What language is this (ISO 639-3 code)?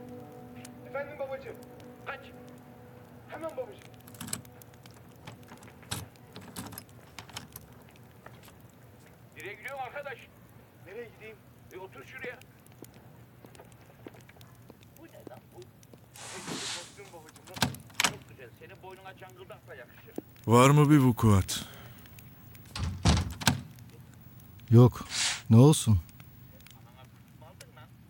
tur